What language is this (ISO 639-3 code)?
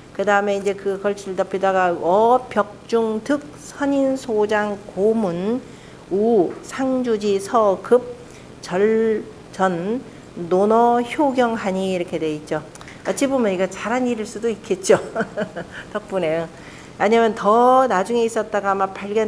kor